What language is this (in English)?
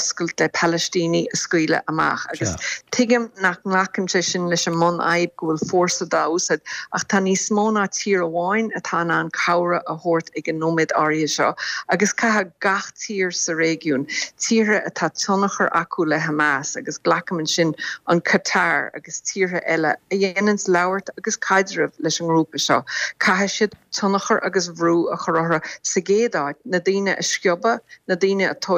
Irish